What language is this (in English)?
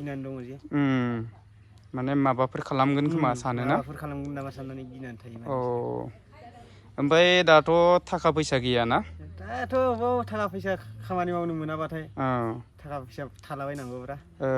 Bodo